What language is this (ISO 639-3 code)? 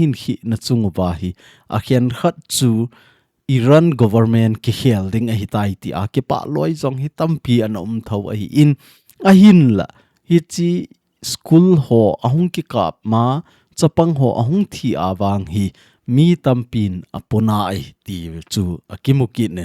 tcz